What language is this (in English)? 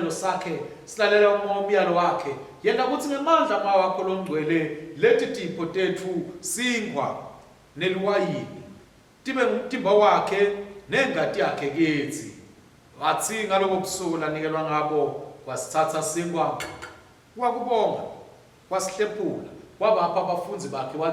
Swati